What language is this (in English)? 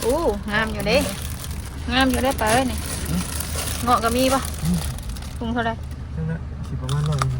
Northeastern Thai